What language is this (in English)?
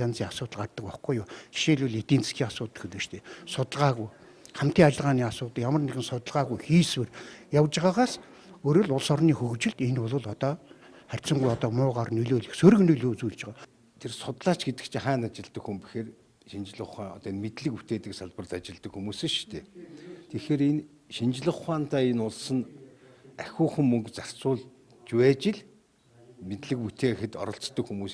Mongolian